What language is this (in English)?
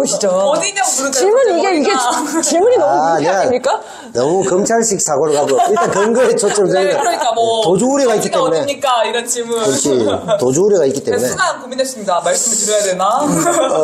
Korean